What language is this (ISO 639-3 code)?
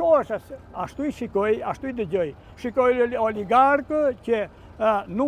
sqi